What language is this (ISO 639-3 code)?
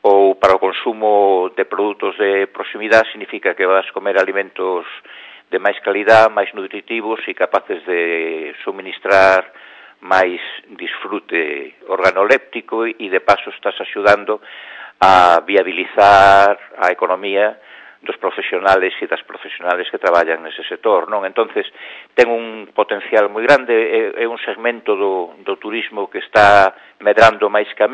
glg